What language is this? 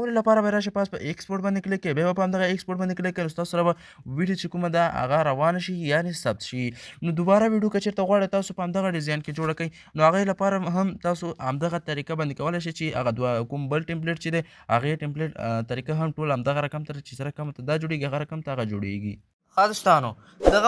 Pashto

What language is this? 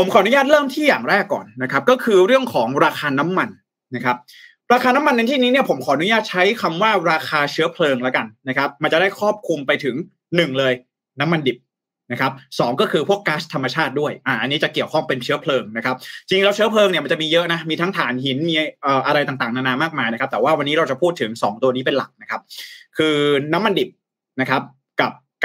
Thai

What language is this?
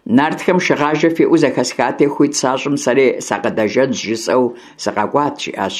Kabardian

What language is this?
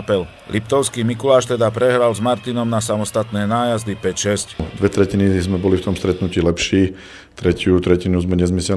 Slovak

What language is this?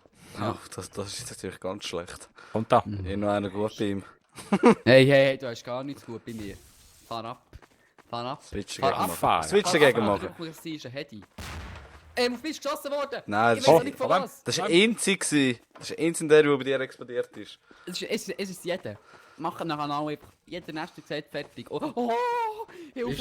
Swiss German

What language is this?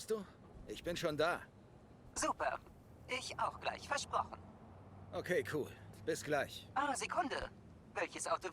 Swiss German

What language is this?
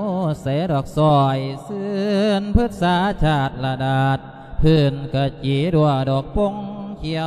Lao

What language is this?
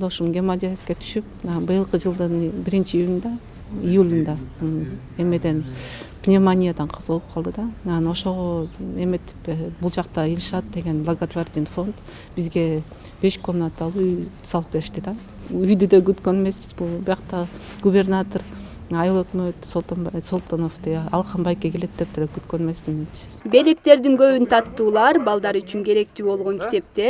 Kyrgyz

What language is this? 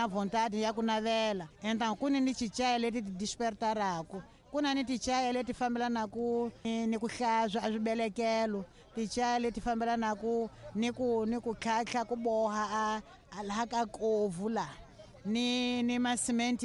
Tsonga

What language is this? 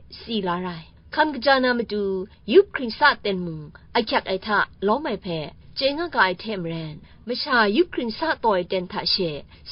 Kachin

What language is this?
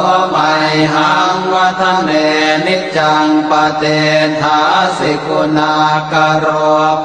Pali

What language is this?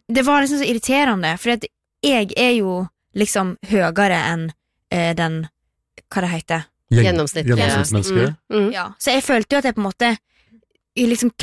Norwegian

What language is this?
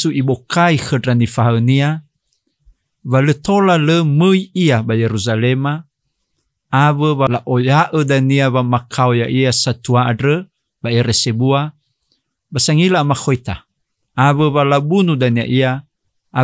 Nias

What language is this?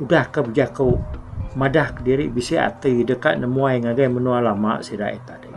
Iban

